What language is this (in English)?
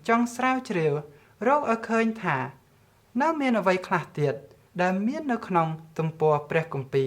Khmer